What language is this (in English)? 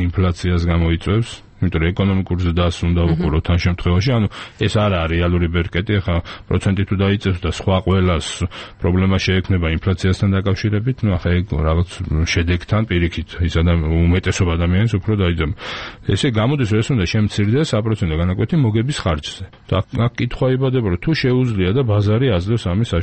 Georgian